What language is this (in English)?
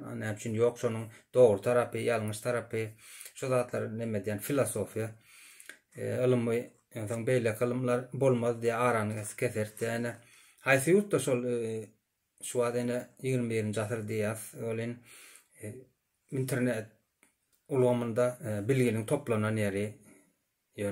Turkmen